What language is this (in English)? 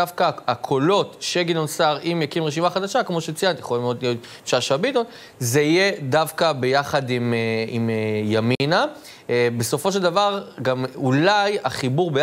Hebrew